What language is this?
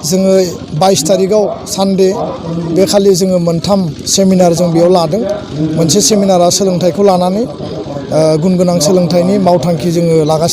Bodo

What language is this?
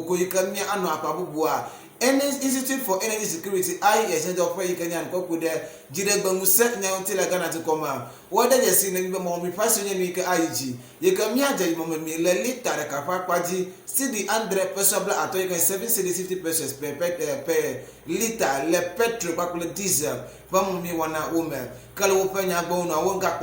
Ewe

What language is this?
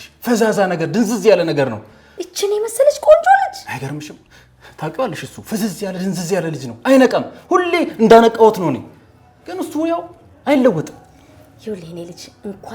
Amharic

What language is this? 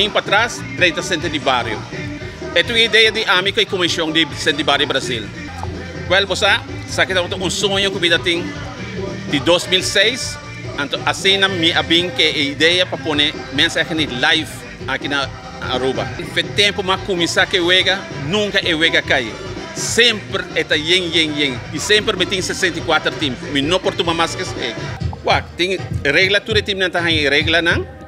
Papiamento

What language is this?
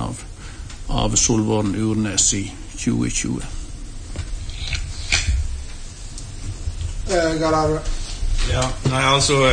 Norwegian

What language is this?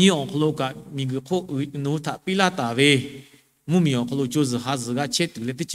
Lahu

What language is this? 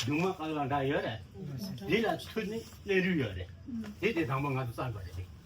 Tibetan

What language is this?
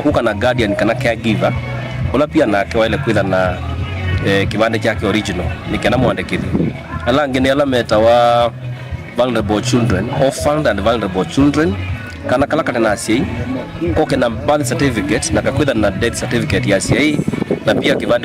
Kamba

